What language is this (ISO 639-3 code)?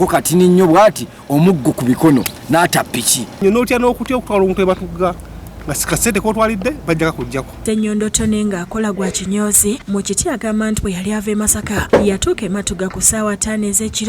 lug